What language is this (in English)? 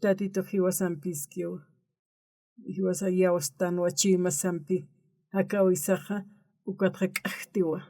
Aymara